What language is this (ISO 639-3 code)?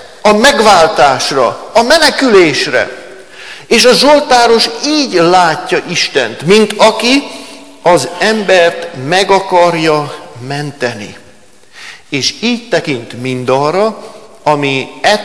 hun